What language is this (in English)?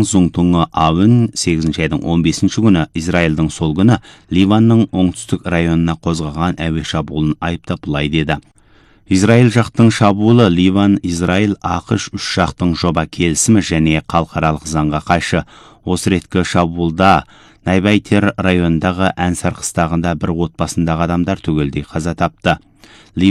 Kazakh